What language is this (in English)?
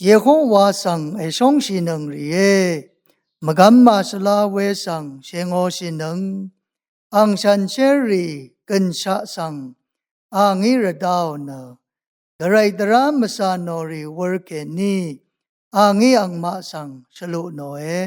Rawang